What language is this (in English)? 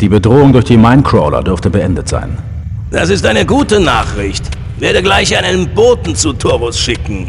Bavarian